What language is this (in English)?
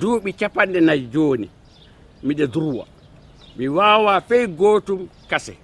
Fula